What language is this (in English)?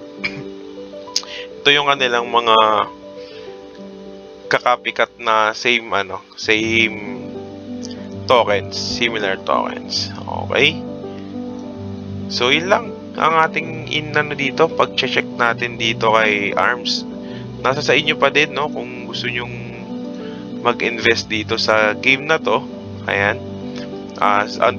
Filipino